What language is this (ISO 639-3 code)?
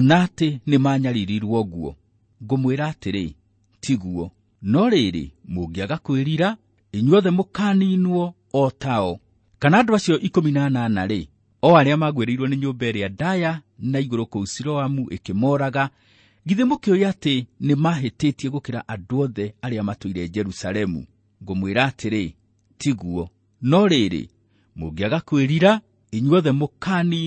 kik